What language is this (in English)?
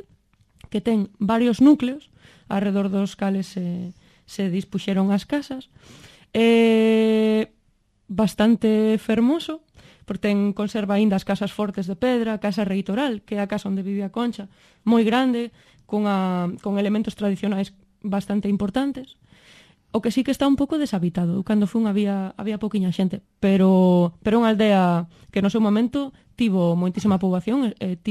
Galician